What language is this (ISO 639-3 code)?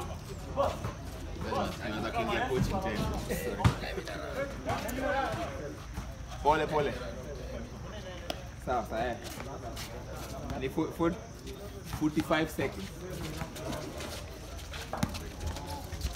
swa